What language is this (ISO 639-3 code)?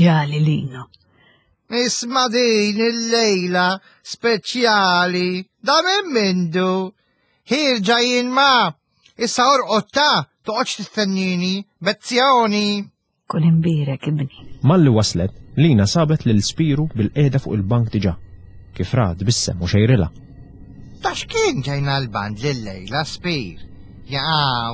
mlt